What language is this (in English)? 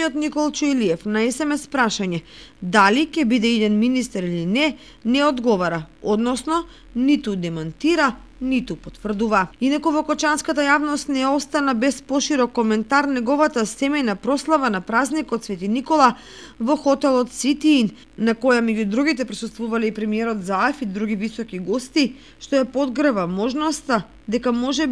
Macedonian